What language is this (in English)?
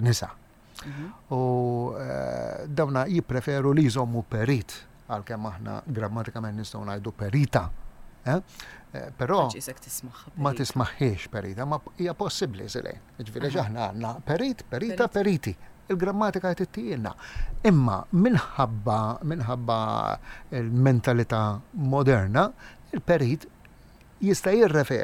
Maltese